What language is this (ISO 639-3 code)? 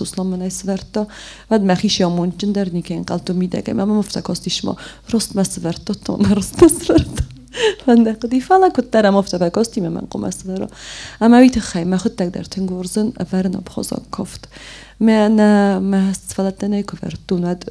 oss